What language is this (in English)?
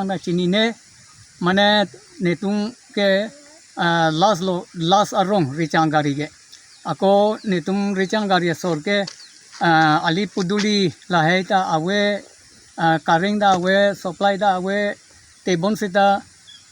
Karbi